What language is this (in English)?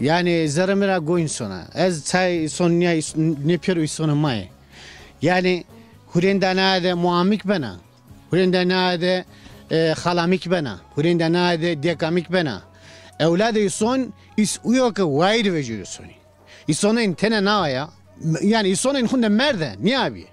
Zaza